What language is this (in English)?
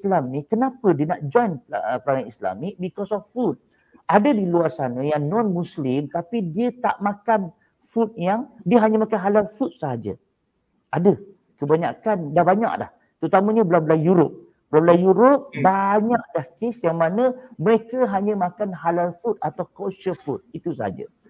Malay